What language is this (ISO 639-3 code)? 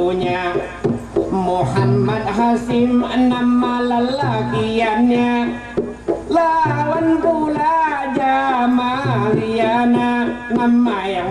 bjn